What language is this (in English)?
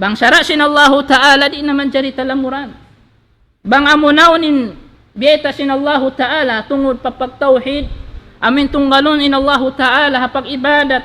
Tausug